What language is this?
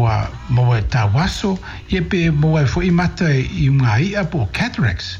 Samoan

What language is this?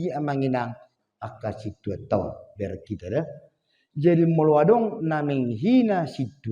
Batak Toba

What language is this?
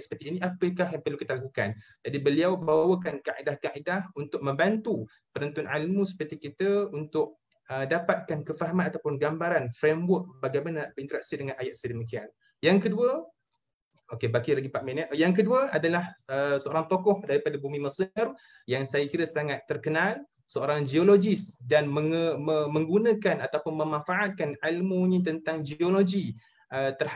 Malay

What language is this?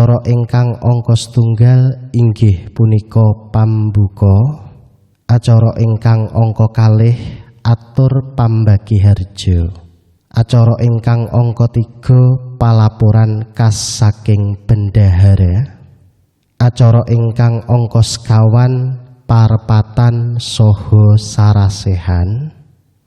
Javanese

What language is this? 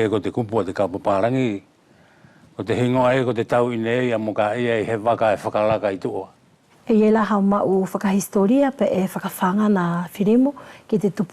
Wallisian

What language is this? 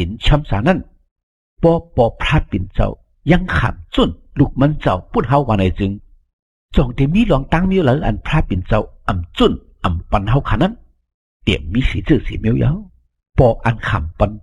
Shan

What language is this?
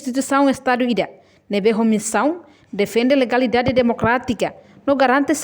Tetum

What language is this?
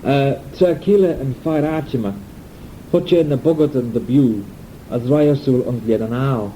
Manx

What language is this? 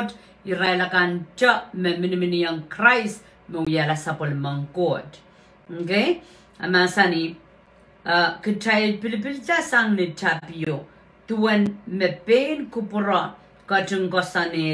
Pohnpeian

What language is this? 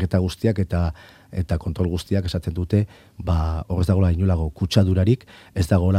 Basque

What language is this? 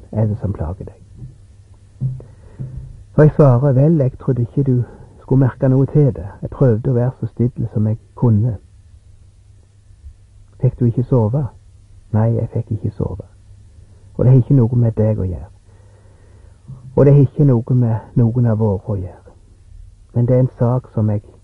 Norwegian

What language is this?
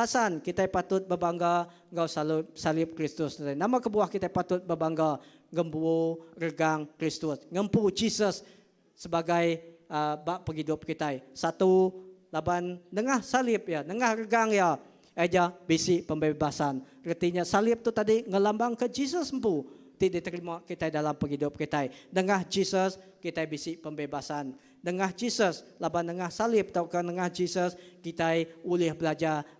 Iban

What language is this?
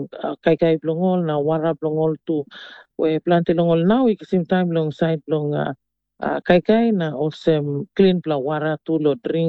Tok Pisin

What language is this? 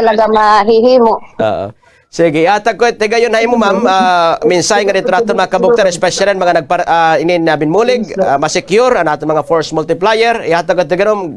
Waray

